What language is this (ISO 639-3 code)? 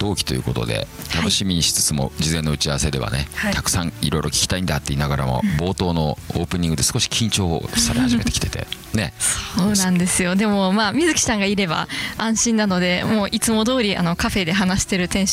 jpn